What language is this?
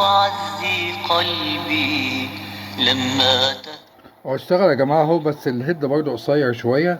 Egyptian Arabic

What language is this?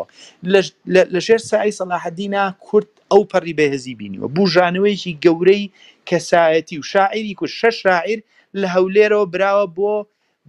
Central Kurdish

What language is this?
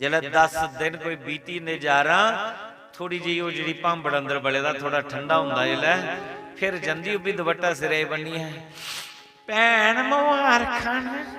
Dogri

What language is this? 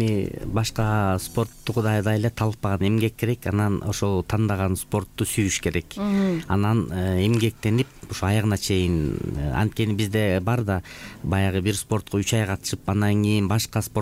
Kyrgyz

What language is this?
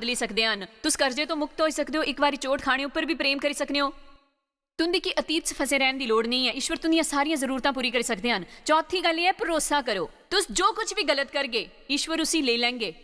Dogri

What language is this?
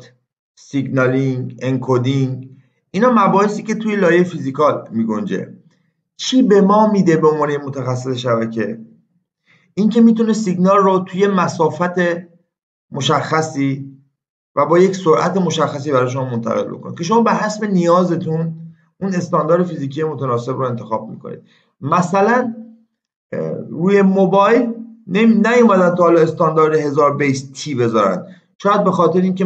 Persian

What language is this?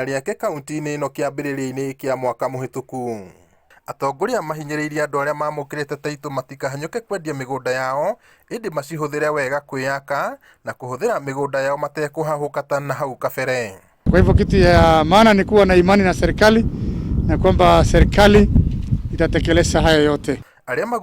Kikuyu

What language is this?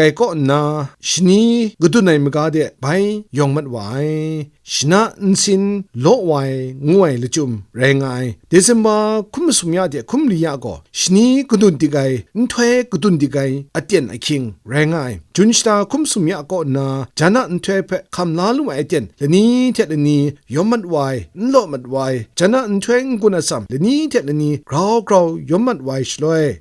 Kachin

